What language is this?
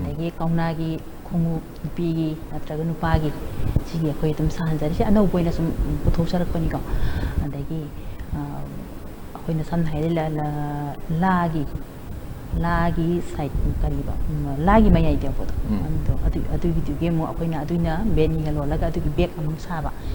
Manipuri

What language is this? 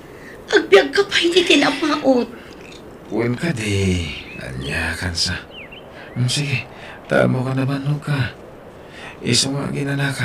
Iloko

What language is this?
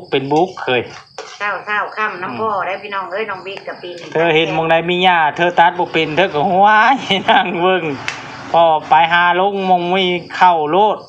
Northeastern Thai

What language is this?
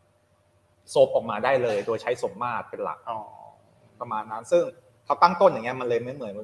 Thai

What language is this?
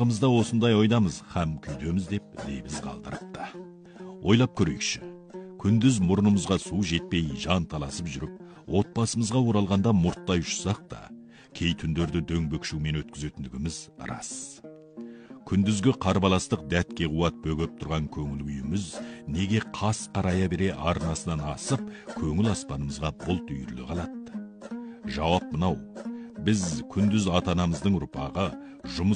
Kazakh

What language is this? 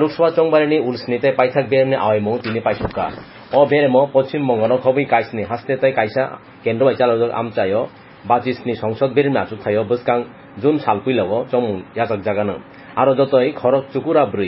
Kok Borok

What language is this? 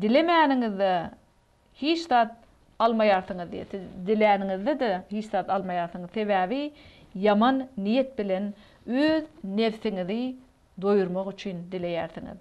Turkmen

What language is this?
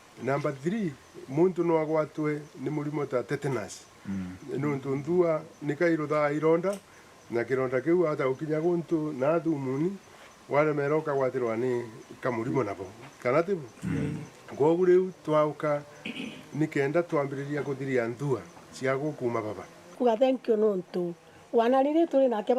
Meru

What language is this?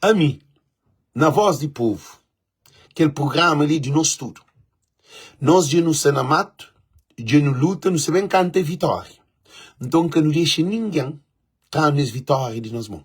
Kabuverdianu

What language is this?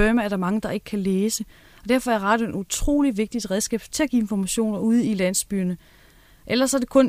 Danish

